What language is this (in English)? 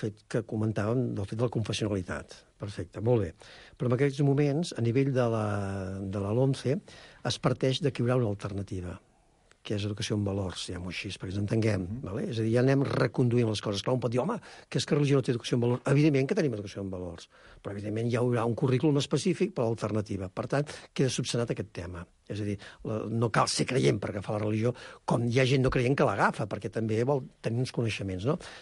Catalan